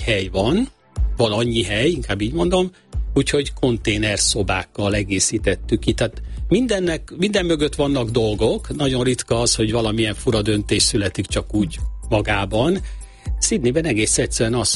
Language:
Hungarian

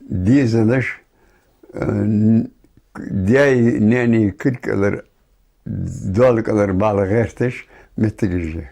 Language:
Ingush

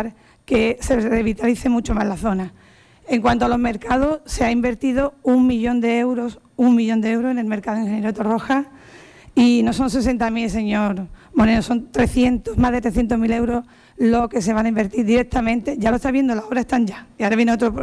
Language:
Spanish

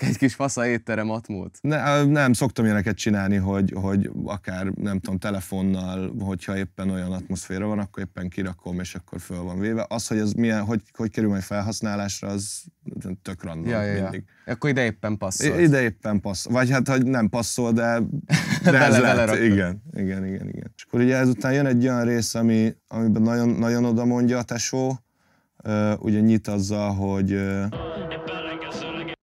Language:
Hungarian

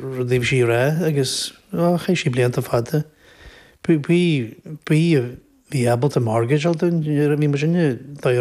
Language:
Irish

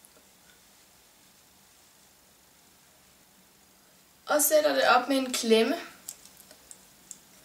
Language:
Danish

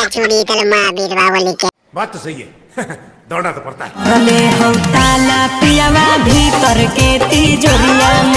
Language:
Magahi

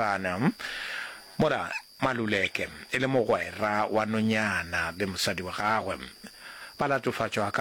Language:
Northern Sotho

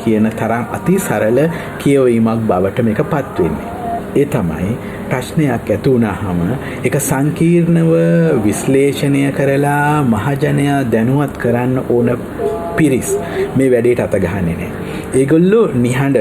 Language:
Sinhala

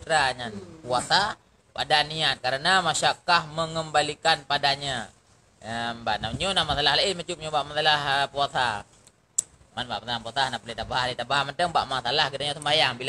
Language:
Achinese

